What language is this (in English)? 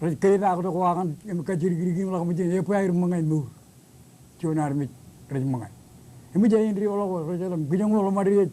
Marshallese